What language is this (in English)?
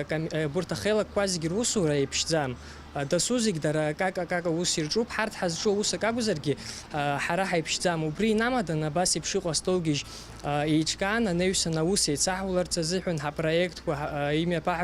Abkhazian